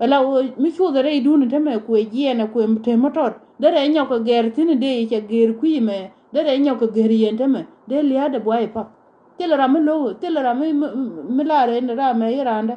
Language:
Nuer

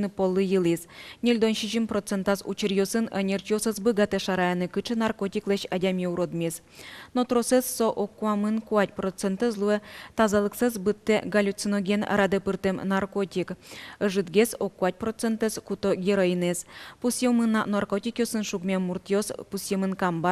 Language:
Udmurt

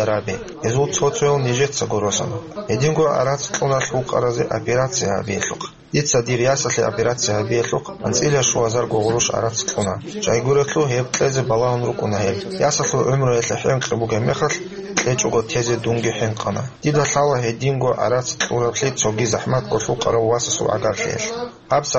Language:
Avaric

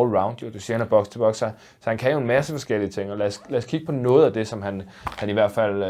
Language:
Danish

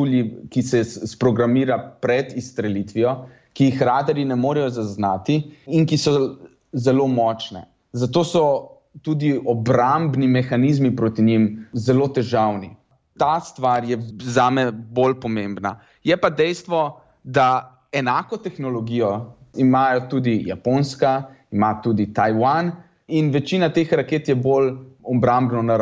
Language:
Slovenian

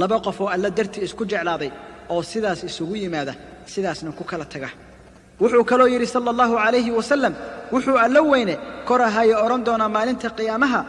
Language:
Somali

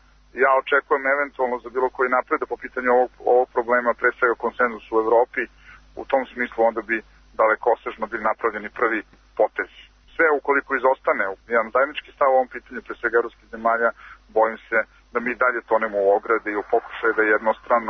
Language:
Serbian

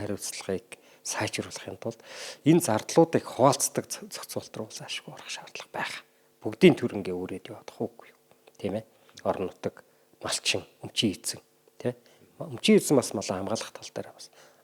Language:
Mongolian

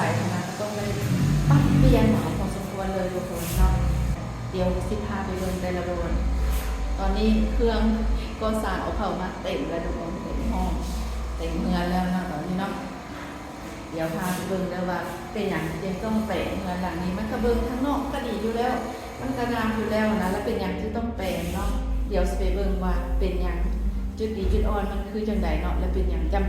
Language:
Lao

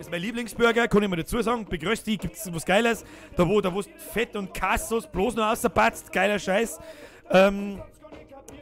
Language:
Bavarian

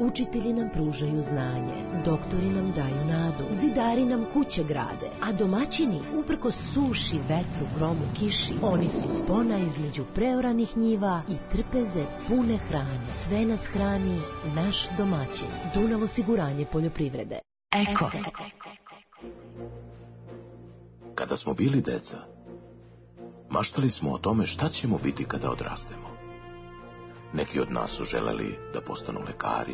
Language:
Serbian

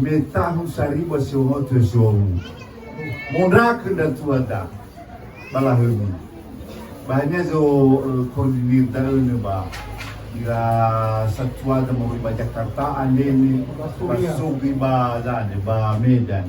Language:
Nias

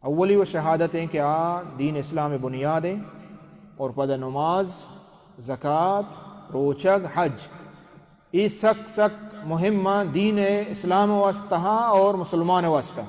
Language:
Baluchi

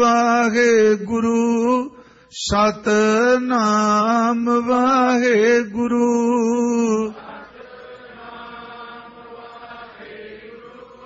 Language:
Punjabi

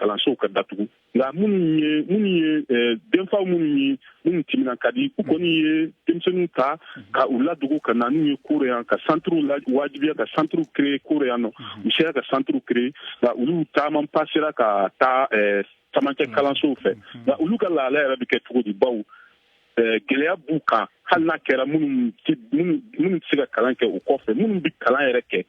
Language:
Bambara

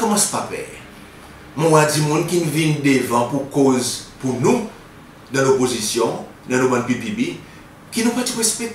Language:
Seselwa Creole French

